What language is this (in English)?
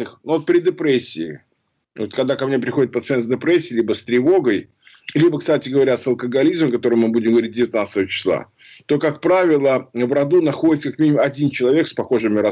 Russian